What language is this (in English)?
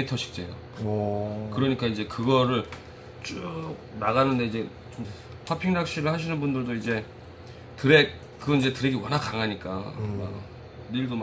Korean